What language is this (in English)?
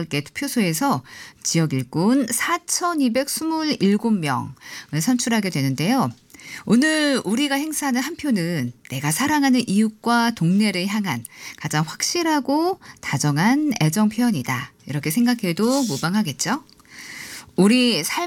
Korean